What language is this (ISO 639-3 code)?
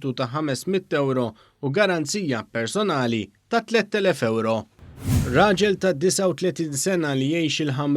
mlt